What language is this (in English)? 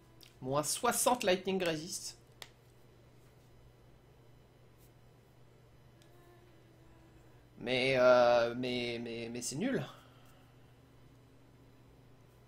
French